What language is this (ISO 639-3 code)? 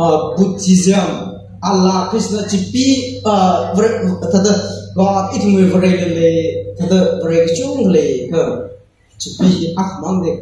nmf